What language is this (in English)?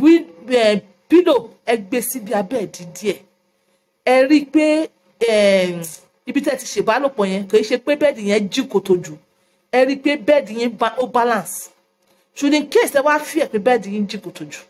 Yoruba